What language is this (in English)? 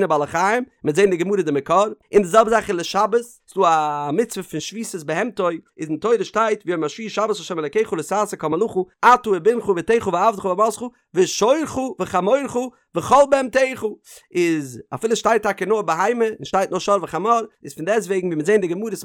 Yiddish